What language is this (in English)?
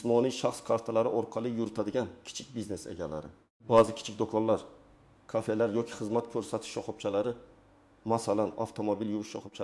Uzbek